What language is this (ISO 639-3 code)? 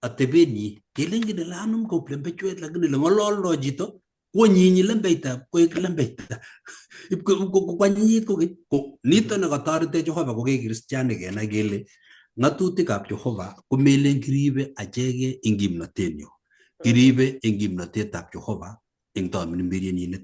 kln